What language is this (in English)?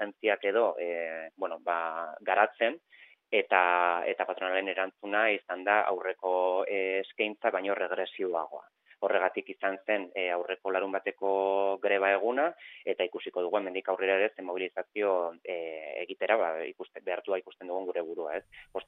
Basque